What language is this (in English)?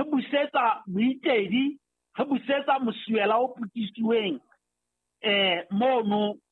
Southern Sotho